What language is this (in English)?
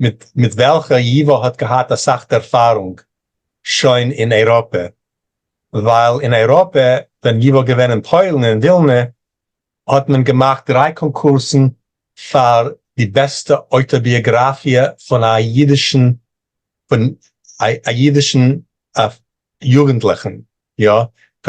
Yiddish